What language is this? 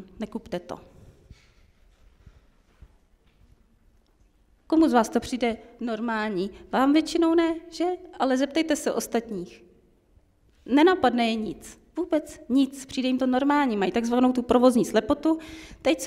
Czech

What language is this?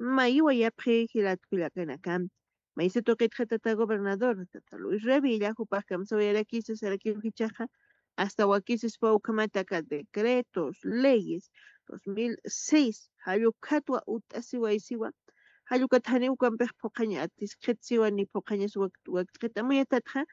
Aymara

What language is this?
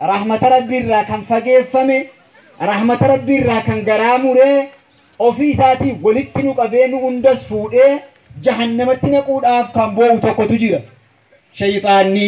Oromo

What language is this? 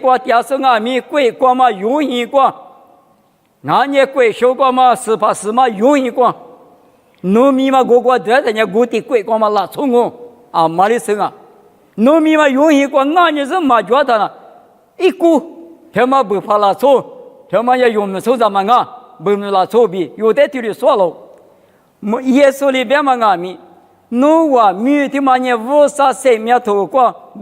Lisu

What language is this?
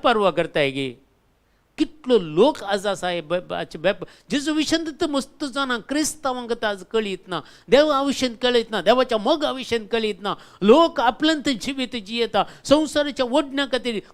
Konkani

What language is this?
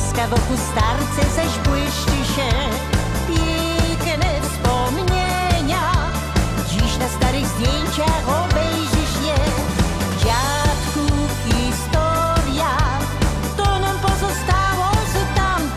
Silesian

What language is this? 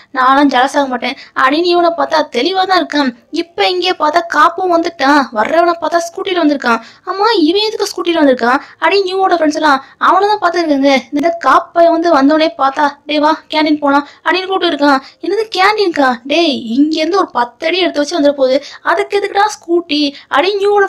Tamil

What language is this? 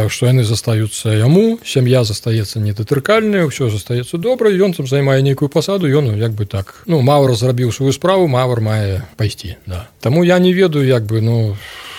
Belarusian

